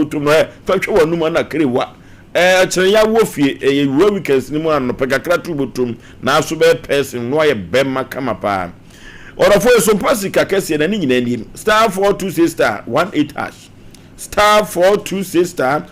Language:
Akan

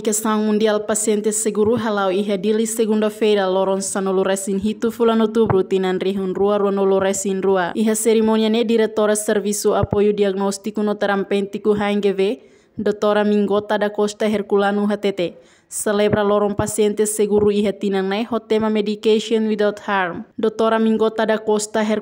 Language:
Tetum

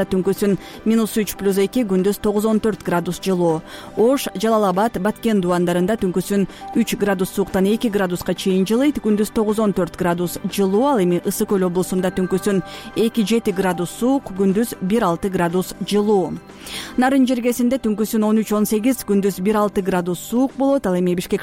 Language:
Kyrgyz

